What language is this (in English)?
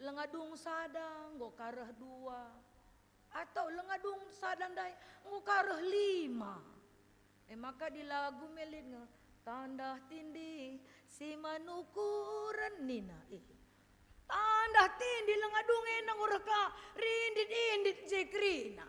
Batak Karo